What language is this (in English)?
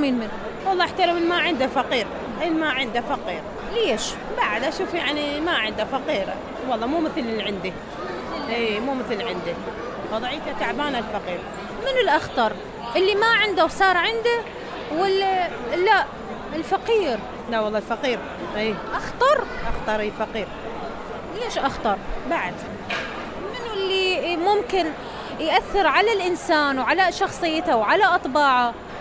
Mesopotamian Arabic